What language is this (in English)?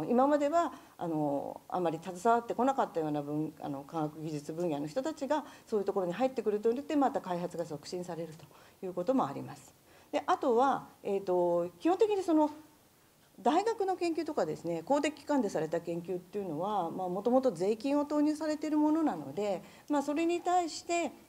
Japanese